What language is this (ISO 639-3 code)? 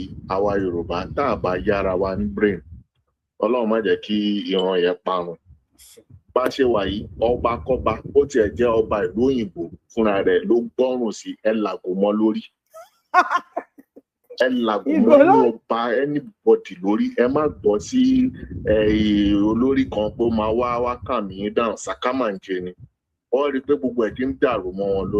yor